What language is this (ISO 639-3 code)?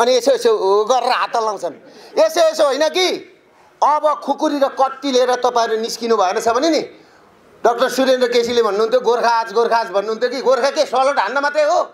nep